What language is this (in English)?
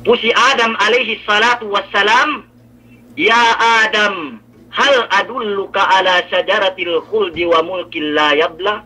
Yakan